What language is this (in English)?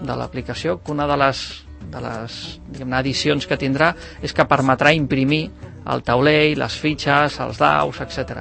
Catalan